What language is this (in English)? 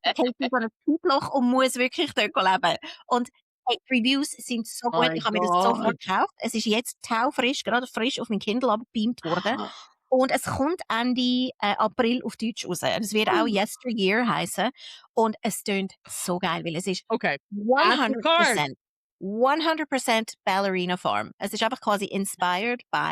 Swiss German